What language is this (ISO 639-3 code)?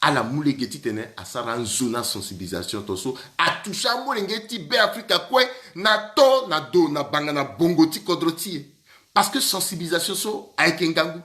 sag